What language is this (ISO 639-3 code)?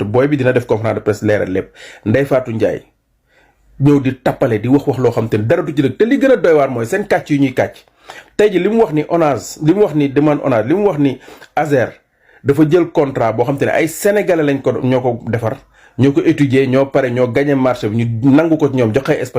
wol